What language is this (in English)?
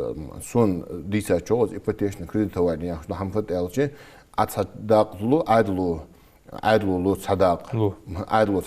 Ingush